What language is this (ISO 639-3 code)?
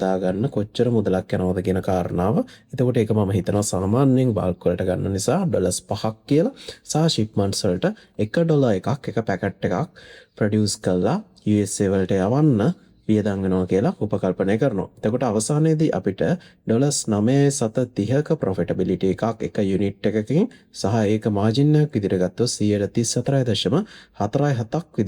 sin